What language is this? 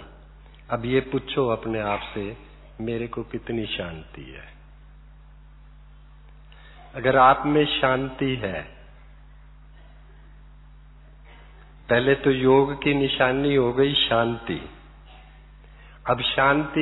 Hindi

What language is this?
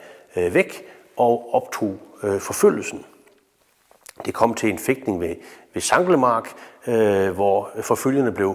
Danish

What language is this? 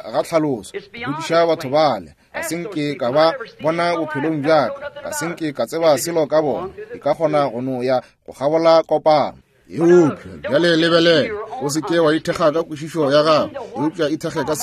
Northern Sotho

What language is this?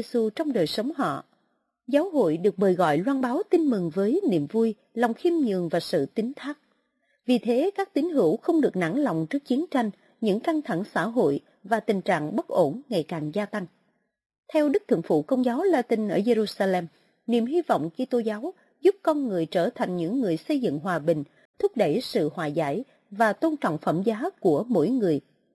Vietnamese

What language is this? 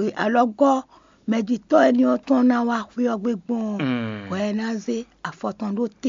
Fon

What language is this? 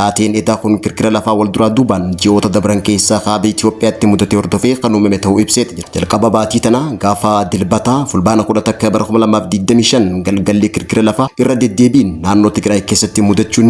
Oromo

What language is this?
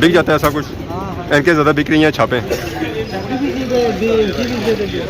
Pahari-Potwari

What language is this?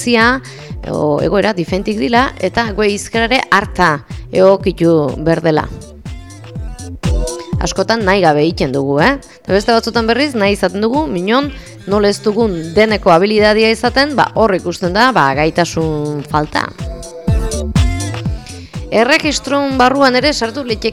Basque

